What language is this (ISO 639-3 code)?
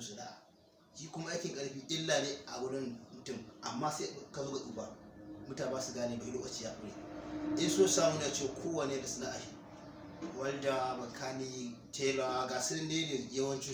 hau